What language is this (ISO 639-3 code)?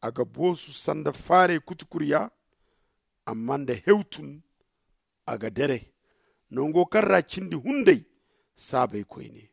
dje